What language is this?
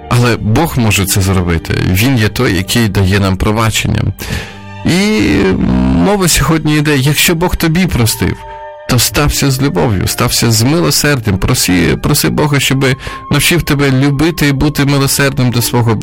Ukrainian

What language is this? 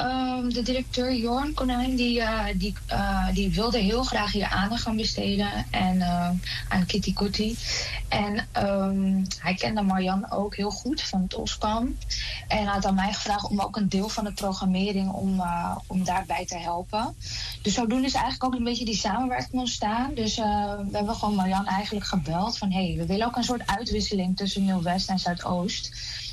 Dutch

